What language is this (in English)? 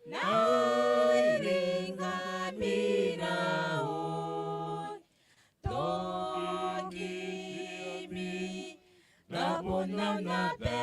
Gilbertese